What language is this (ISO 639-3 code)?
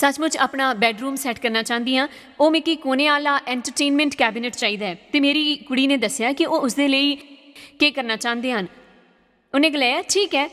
doi